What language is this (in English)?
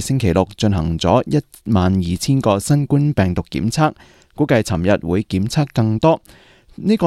Cantonese